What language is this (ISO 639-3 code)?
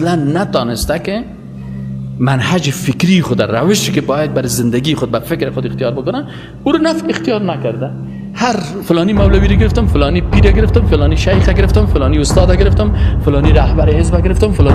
fas